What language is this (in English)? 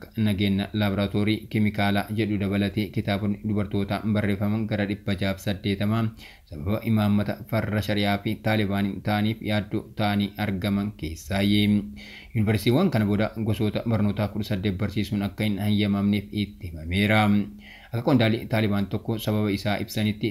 Oromo